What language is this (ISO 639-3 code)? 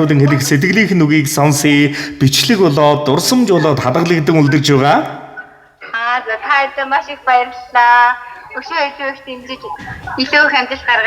mon